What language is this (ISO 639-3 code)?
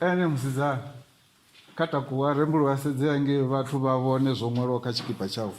ven